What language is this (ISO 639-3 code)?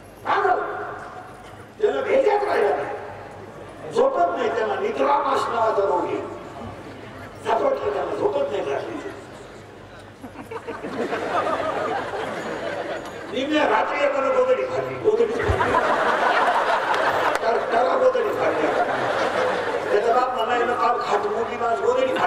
mar